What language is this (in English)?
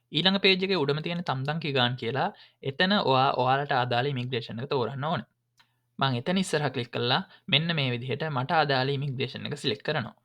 Sinhala